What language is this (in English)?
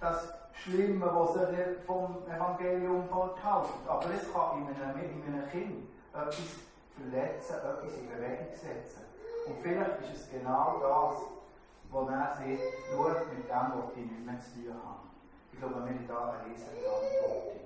Swiss German